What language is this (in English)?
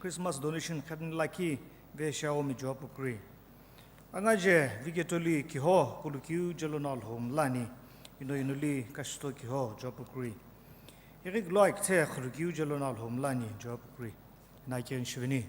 Sumi Naga